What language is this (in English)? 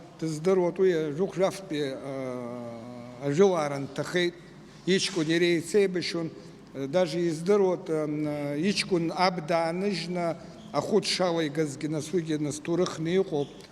Abkhazian